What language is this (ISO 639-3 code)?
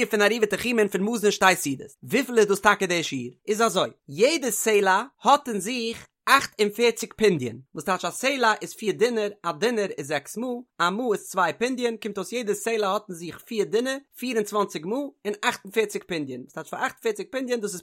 yid